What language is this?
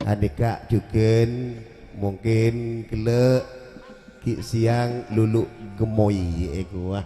Madurese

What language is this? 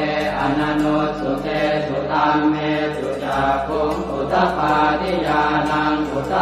Pali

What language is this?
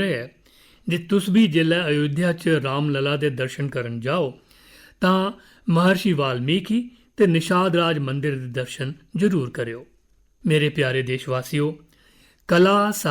Dogri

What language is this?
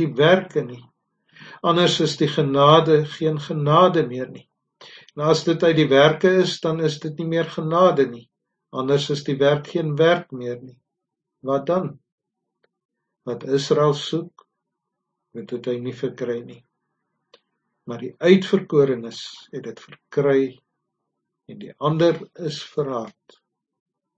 Afrikaans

